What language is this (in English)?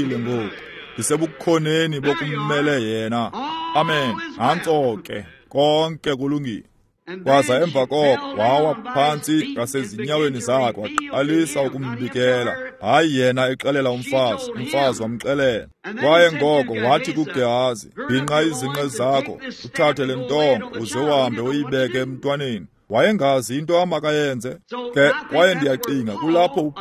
Xhosa